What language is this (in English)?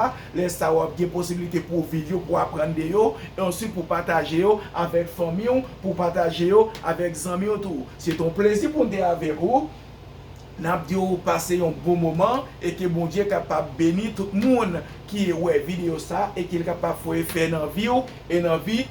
Haitian Creole